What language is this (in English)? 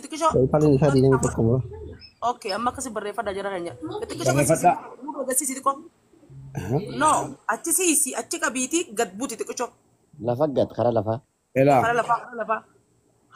Oromo